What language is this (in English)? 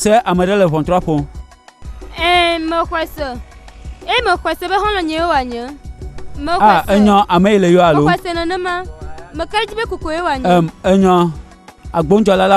Gen